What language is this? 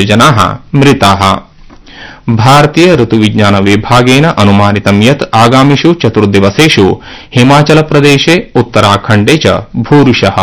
Sanskrit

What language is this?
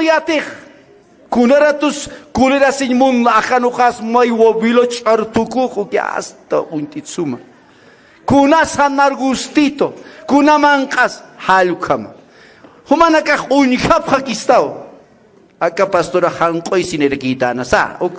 Aymara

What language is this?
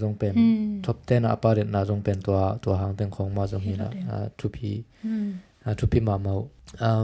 Tedim Chin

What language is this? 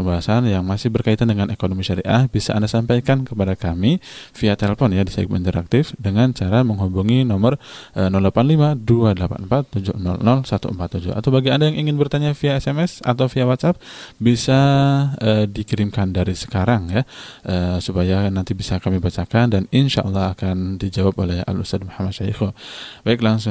Indonesian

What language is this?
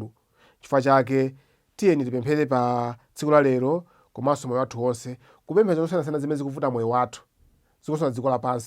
Nyanja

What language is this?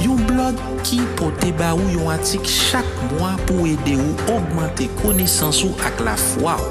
Haitian Creole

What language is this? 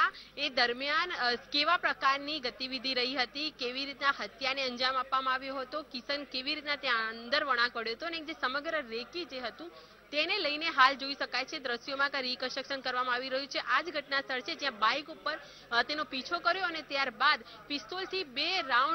Gujarati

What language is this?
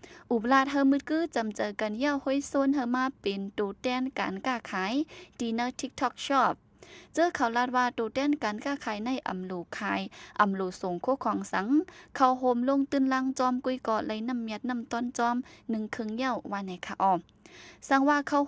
Shan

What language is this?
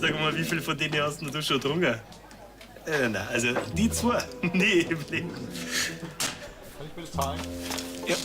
Bavarian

